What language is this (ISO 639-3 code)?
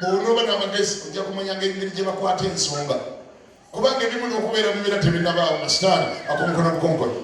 lug